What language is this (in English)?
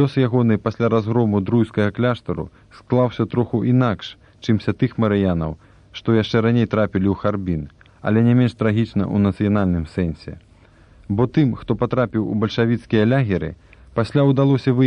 Belarusian